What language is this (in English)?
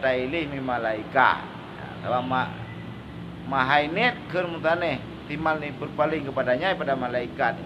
Achinese